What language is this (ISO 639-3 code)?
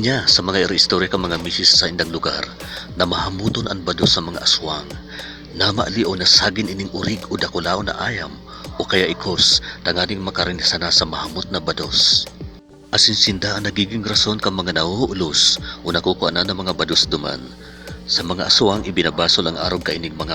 bik